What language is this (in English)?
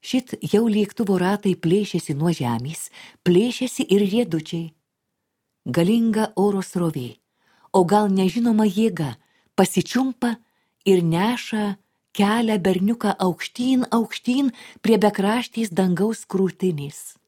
Lithuanian